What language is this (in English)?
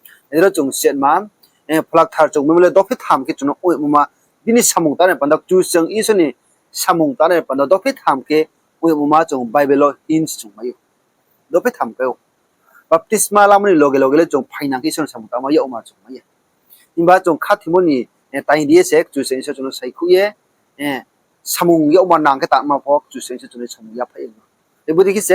Riang (India)